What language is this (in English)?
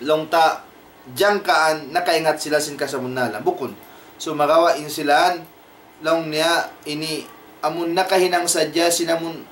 Tausug